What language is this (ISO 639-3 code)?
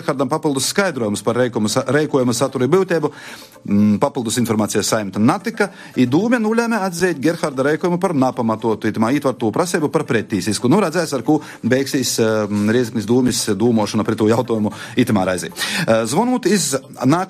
lav